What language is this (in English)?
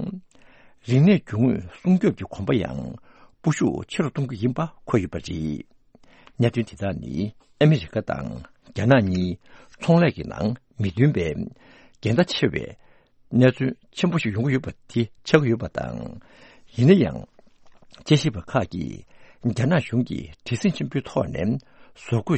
Tibetan